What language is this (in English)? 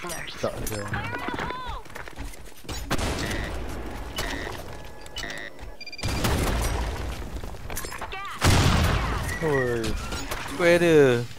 Malay